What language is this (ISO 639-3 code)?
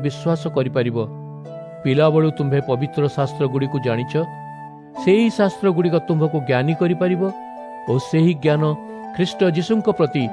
ori